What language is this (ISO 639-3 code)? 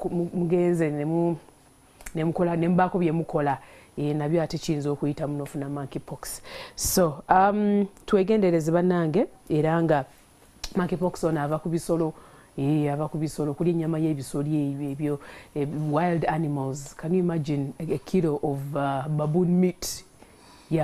lug